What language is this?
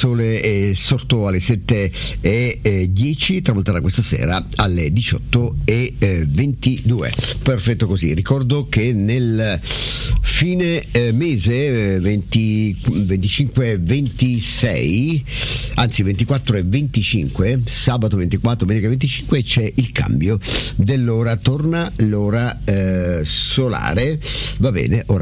Italian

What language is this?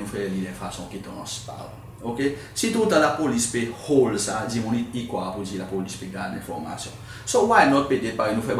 Seselwa Creole French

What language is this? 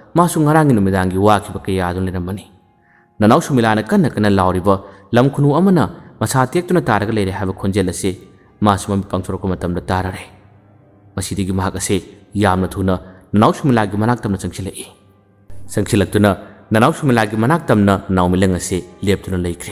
Manipuri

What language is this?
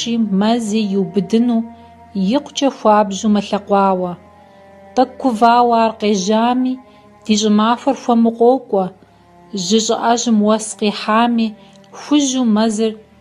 Kabardian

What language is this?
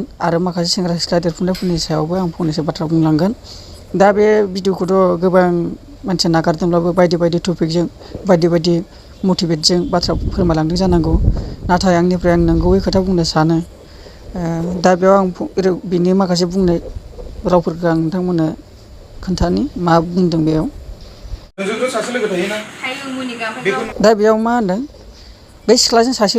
Bodo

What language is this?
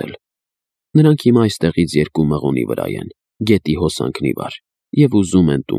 Armenian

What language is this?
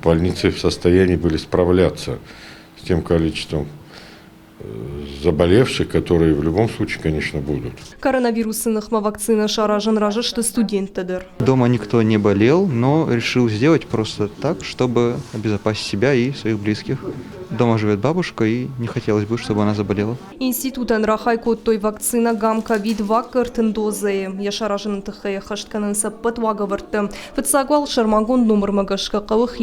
Ossetic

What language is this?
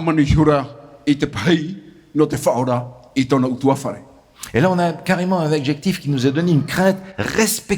Tahitian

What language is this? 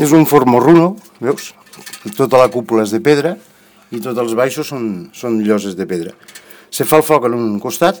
Catalan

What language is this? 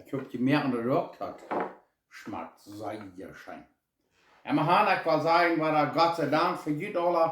Plautdietsch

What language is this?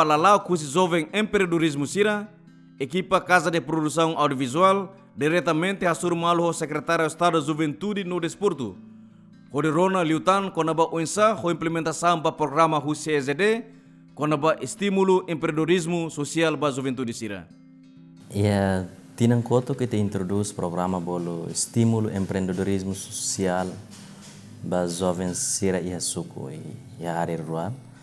Tetum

